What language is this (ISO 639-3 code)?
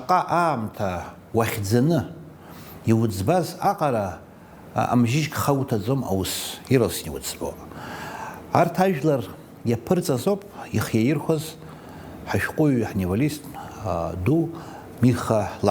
abk